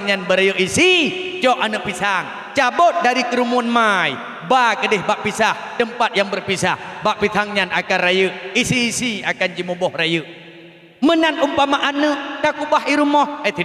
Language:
Achinese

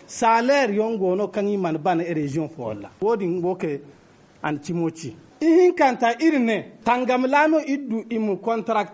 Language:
Zarma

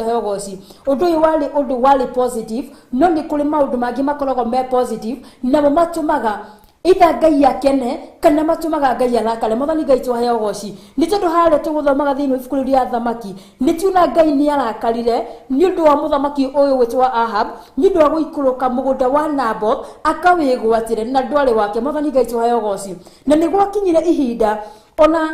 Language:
Kikuyu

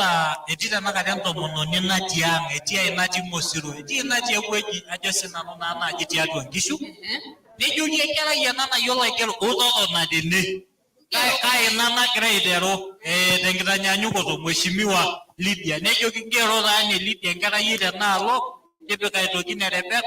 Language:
Masai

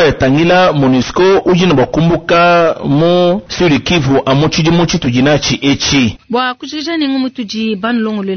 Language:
Luba-Lulua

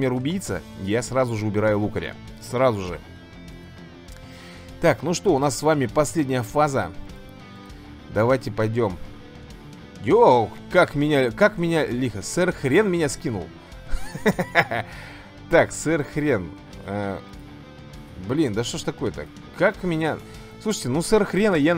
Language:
Russian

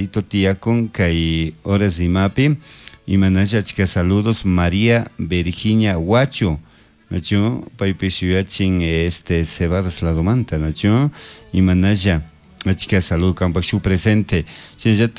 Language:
Chimborazo Highland Quichua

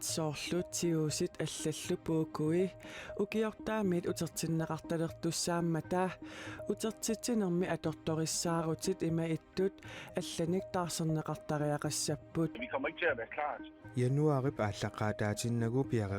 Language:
Kalaallisut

